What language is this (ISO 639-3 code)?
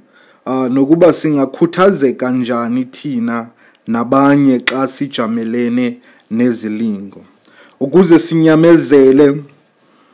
xho